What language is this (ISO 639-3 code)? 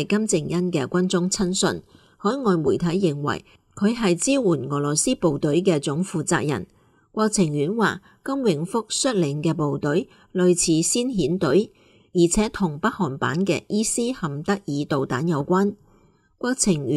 yue